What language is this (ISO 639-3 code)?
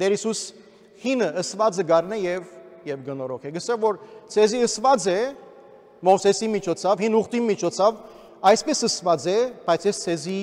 hyw